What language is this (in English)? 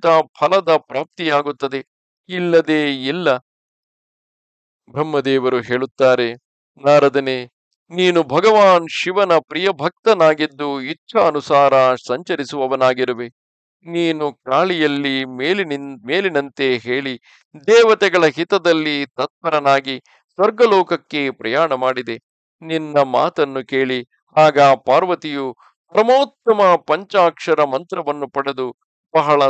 Kannada